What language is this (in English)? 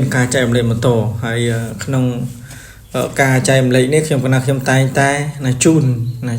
Khmer